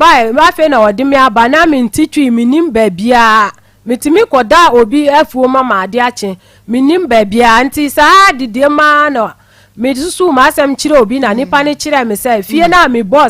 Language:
Akan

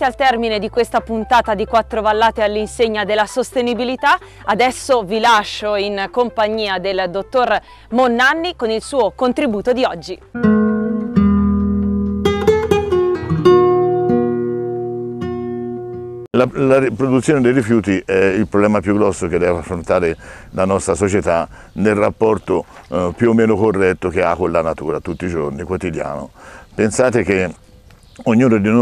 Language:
Italian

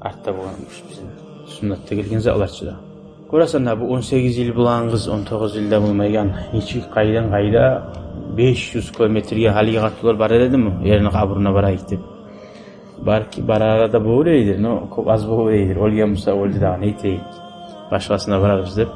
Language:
Kumyk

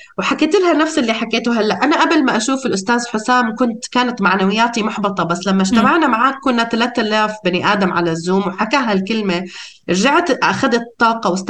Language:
North Levantine Arabic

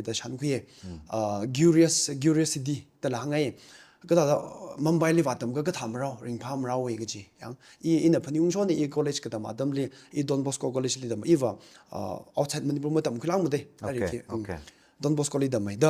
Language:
Tangkhul Naga (India)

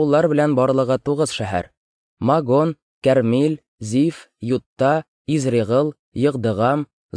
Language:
Tatar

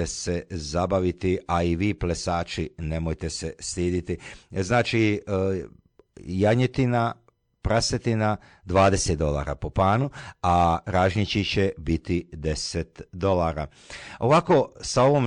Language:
Croatian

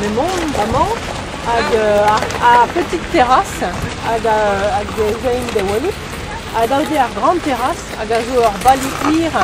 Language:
Breton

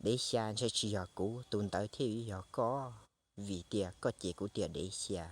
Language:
Hmong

